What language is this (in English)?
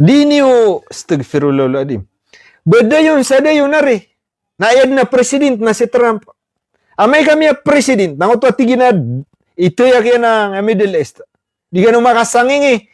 Maranao